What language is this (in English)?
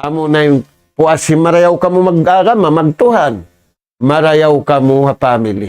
Tausug